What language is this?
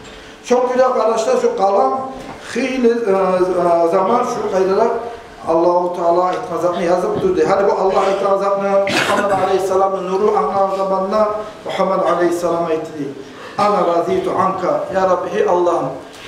Kumyk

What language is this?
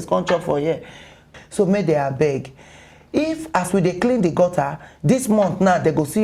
Nigerian Pidgin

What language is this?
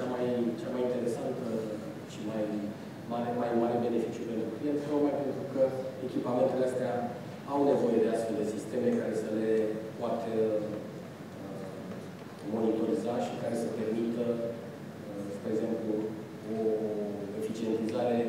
Romanian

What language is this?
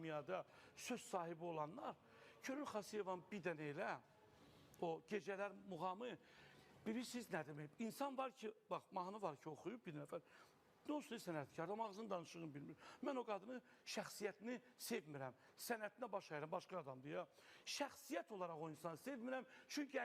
Azerbaijani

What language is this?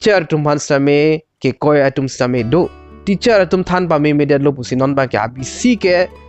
Karbi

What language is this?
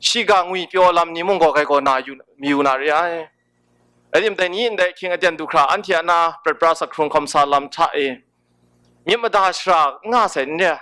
Kachin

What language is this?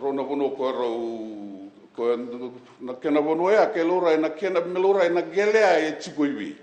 Fijian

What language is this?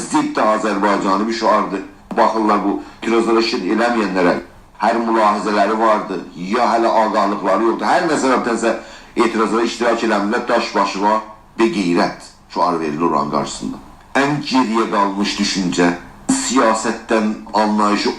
South Azerbaijani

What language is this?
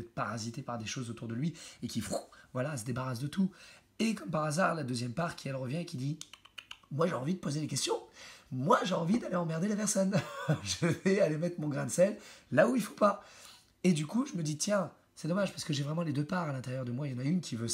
French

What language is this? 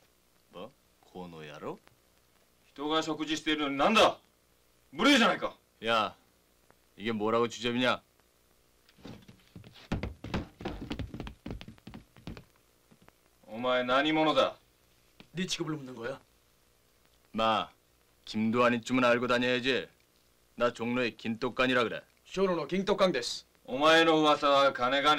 Korean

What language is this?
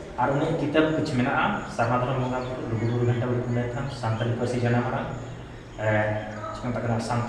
Santali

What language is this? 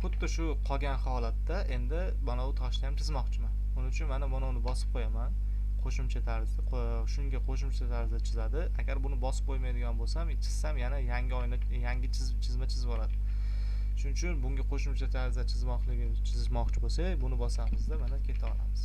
Uzbek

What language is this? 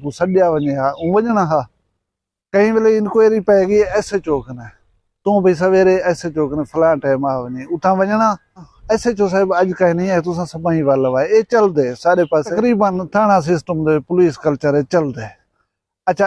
Saraiki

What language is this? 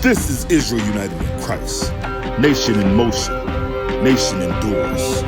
Sranan Tongo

